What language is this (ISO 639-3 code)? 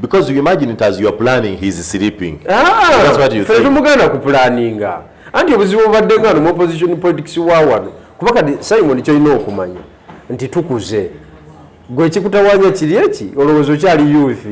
lug